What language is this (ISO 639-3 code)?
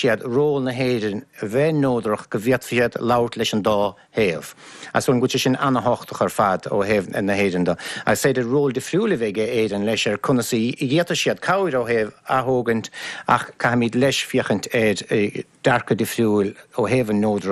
gle